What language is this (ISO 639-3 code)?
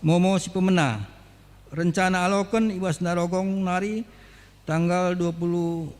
btx